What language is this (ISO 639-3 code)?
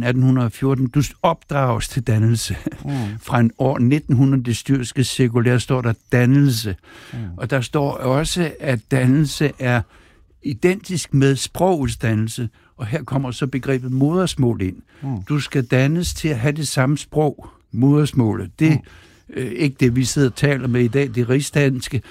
dan